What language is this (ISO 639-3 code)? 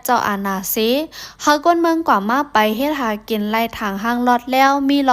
shn